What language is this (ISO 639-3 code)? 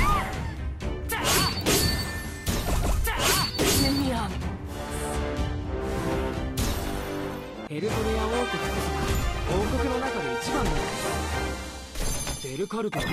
jpn